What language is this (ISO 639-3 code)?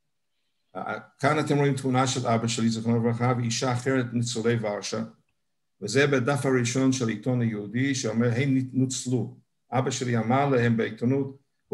heb